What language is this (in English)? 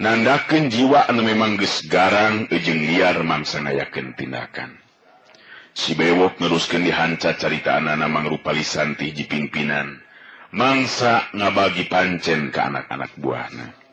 Sundanese